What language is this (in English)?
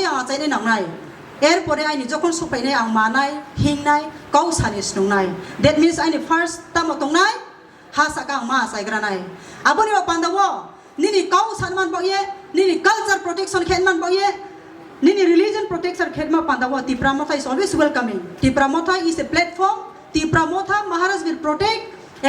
Kok Borok